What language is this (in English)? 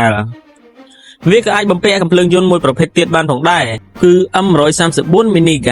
Khmer